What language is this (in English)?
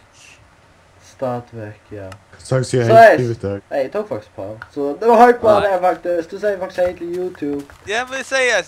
Faroese